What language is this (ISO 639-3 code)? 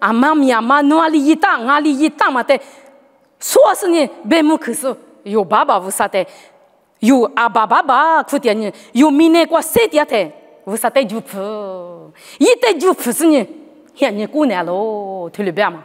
lis